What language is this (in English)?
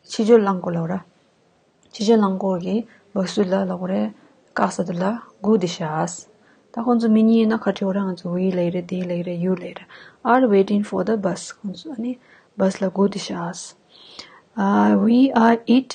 Tibetan